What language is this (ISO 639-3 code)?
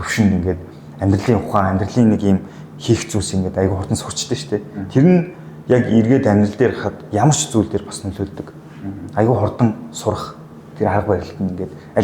mon